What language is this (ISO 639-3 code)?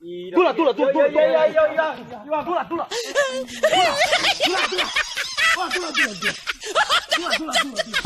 bhp